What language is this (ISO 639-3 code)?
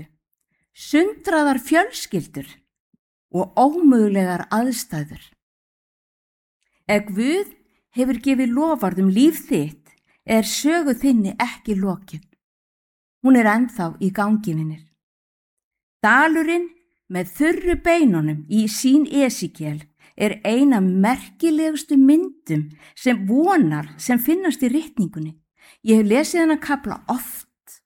isl